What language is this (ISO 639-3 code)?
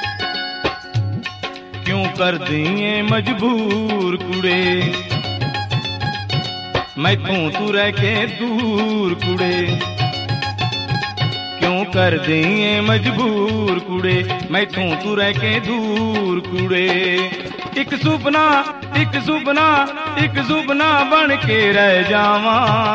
pan